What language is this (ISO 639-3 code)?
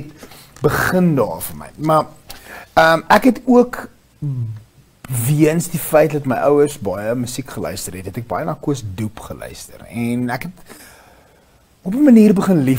afr